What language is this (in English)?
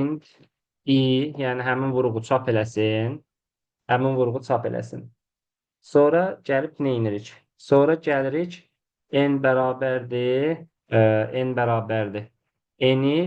Azerbaijani